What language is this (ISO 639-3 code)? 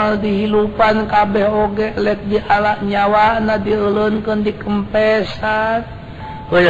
sun